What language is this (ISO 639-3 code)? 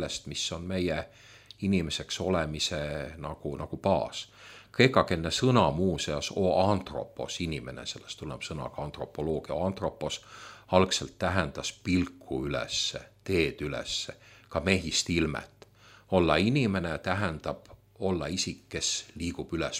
est